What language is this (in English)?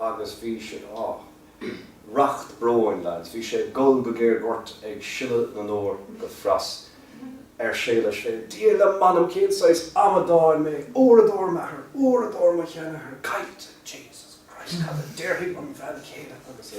Irish